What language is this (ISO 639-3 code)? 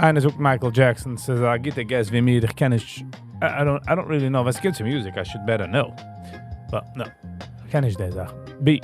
yid